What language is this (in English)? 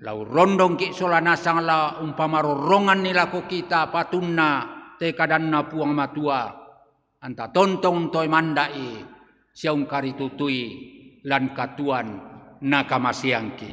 Toraja-Sa'dan